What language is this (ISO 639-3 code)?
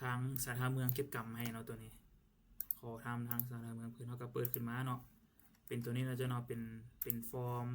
lao